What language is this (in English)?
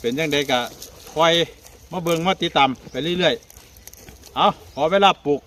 Northeastern Thai